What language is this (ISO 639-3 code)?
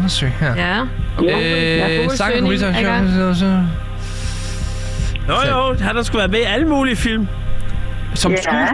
dan